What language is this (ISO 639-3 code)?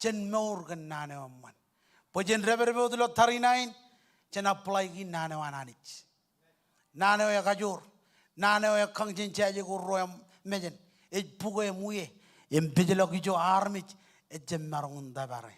mah